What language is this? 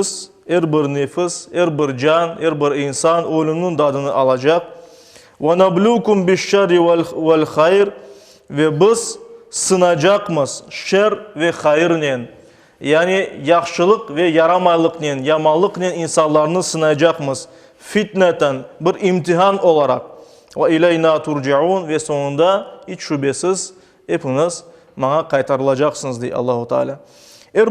Crimean Tatar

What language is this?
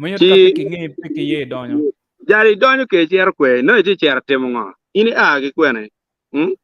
Acoli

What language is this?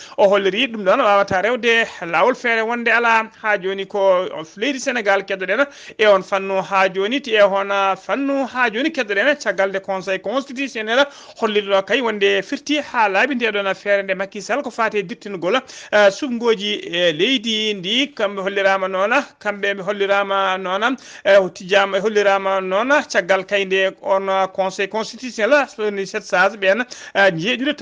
Fula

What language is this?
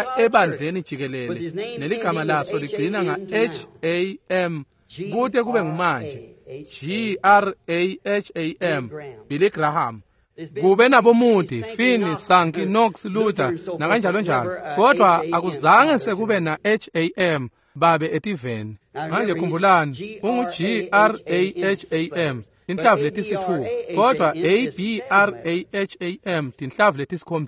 Swati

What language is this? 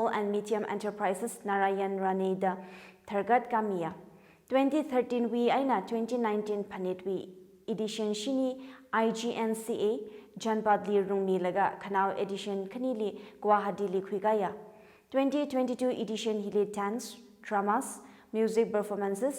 Tangkhul Naga (India)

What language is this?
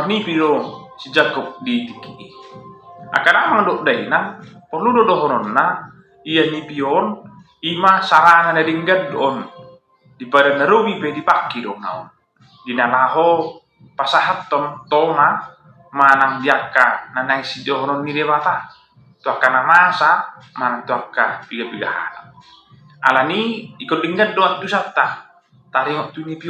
Batak Toba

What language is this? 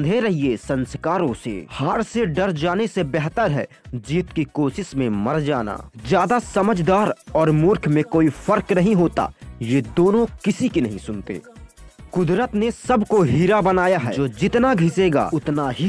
Hindi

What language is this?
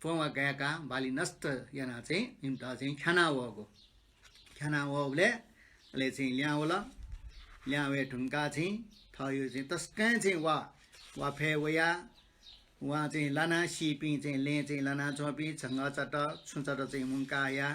Newari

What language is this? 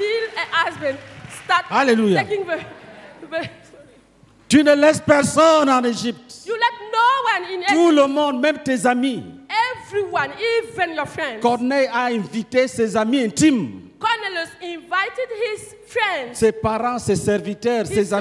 French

